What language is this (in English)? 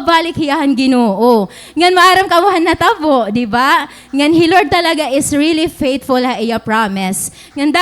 Waray